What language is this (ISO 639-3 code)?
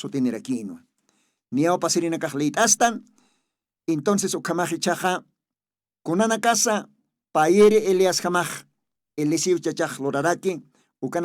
aym